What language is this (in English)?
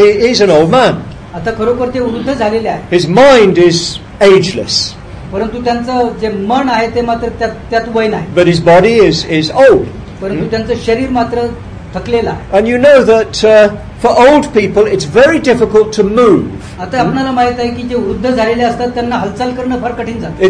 Marathi